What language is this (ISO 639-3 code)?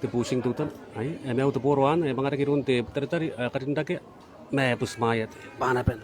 gil